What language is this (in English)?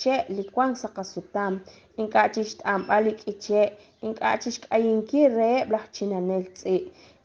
Kekchí